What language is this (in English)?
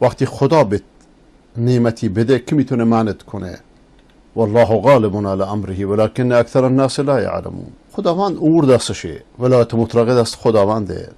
Persian